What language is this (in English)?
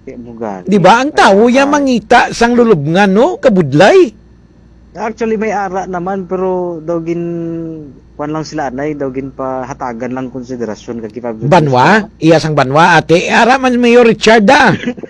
Hiligaynon